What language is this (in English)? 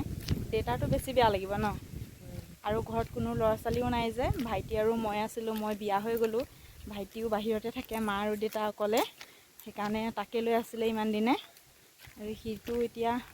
Assamese